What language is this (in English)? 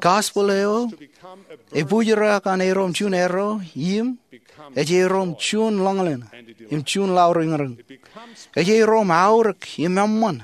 Marshallese